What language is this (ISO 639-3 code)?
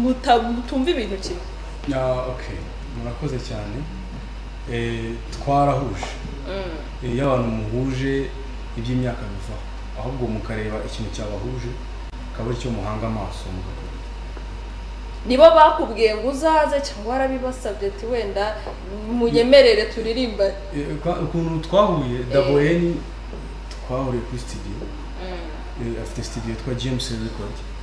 kin